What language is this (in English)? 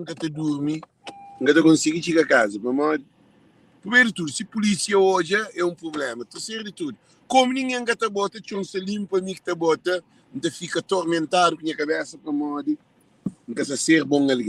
Kabuverdianu